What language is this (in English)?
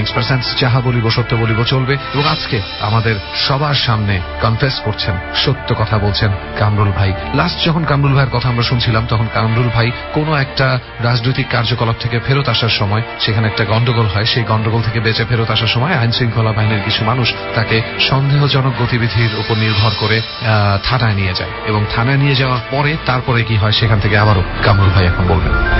Bangla